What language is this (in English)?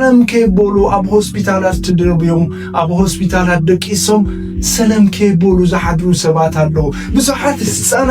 Tigrinya